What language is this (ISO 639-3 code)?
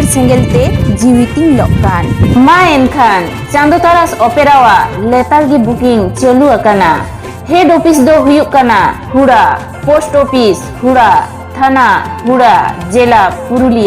sat